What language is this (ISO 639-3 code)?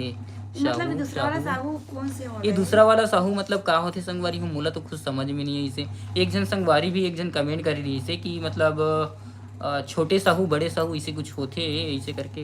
hne